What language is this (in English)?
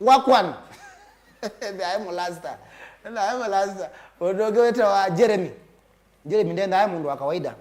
Kamba